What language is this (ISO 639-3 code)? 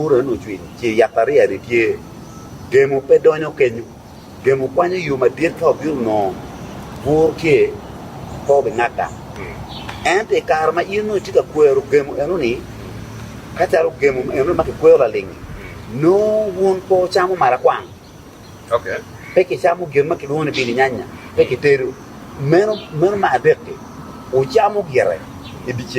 ach